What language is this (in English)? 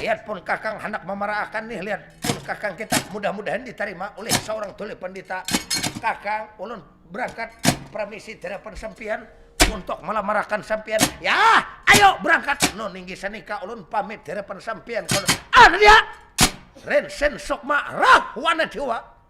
Banjar